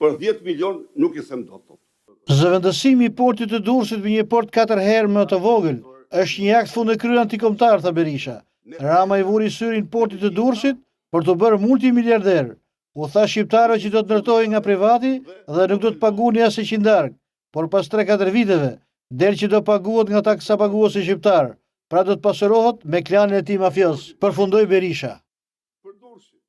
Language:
Albanian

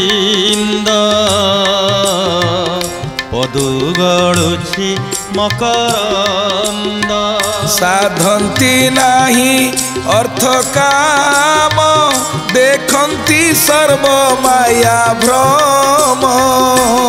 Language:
Odia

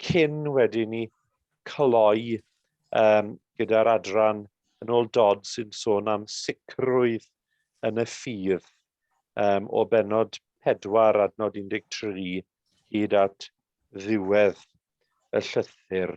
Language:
Welsh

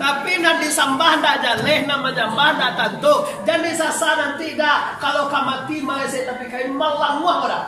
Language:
Minangkabau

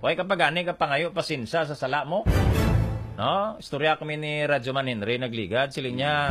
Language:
Hiligaynon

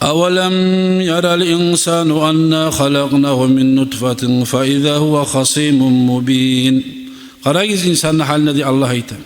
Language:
Kumyk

